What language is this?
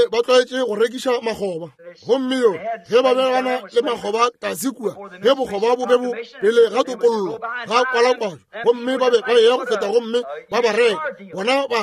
Northern Sotho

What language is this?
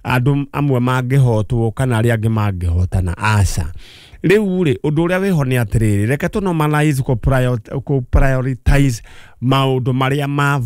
Kikuyu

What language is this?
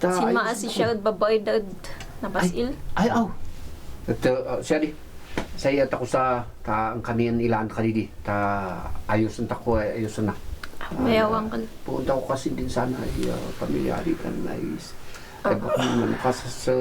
Kankanaey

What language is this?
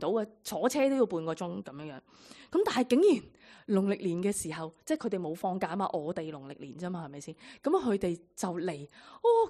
Cantonese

